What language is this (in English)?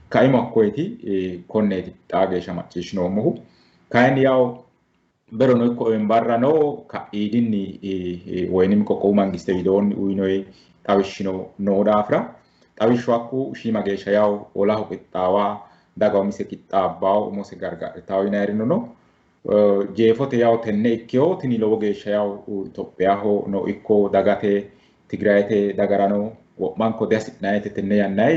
Sidamo